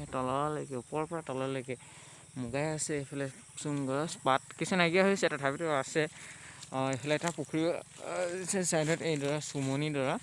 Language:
Assamese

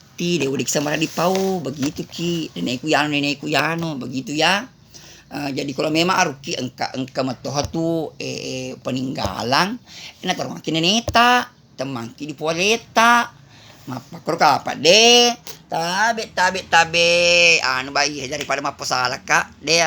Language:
Buginese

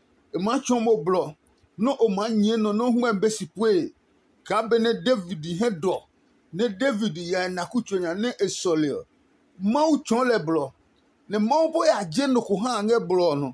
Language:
Adangme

